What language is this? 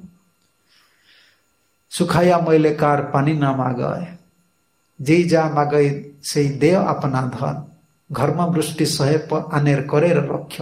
Odia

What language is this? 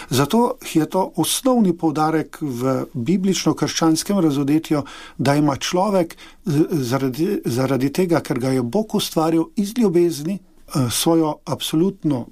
Slovenian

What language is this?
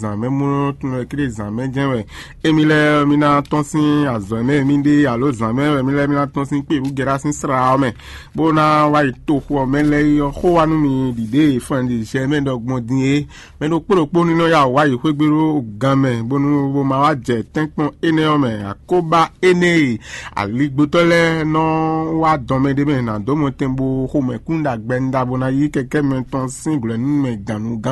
Fon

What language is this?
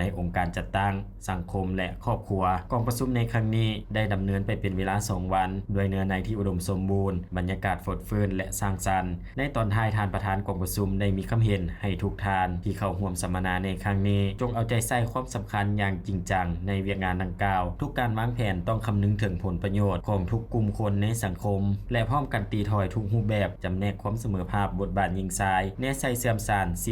Lao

